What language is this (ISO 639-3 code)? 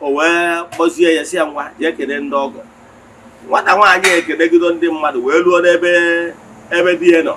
ibo